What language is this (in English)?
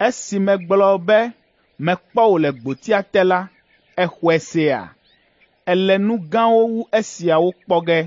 Ewe